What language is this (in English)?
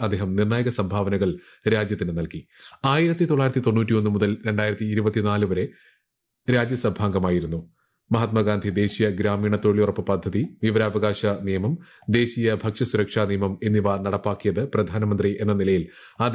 Malayalam